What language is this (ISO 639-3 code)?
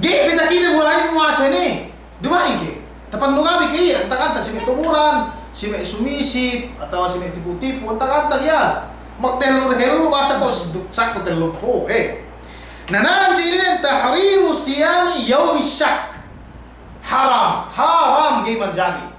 yka